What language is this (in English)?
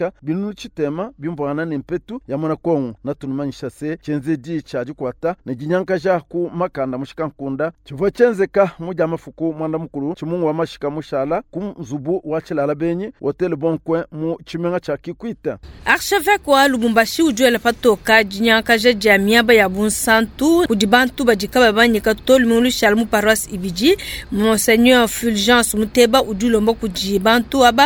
Luba-Lulua